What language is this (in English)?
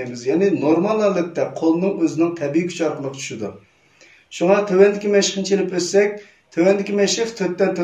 Uyghur